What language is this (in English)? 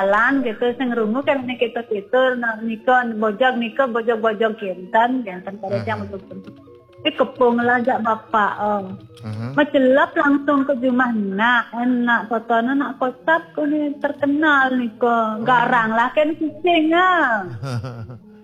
Balinese